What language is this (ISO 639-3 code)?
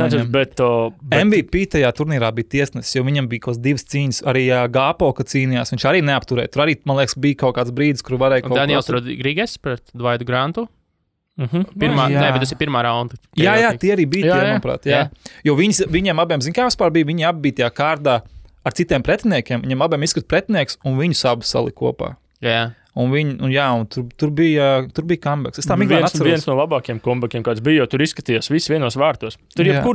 lav